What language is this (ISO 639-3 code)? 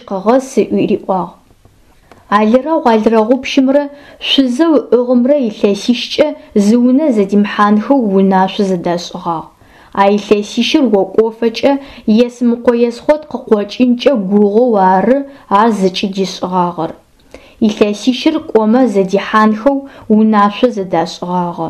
ady